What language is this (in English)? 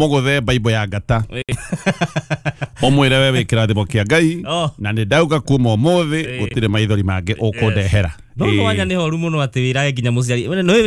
Kikuyu